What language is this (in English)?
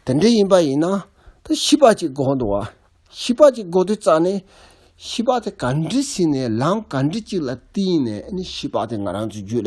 Tibetan